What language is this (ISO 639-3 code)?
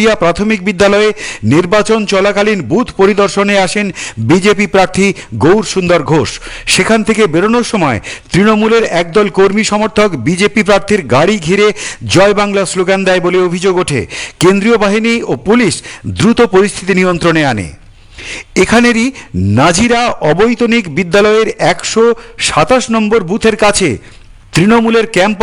ben